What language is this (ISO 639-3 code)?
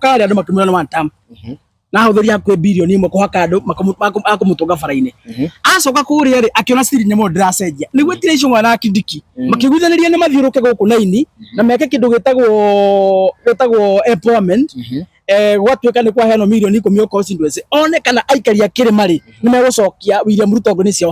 kik